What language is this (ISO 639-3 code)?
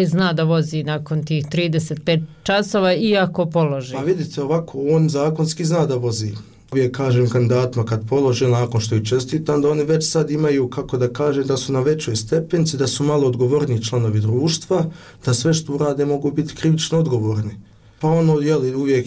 bos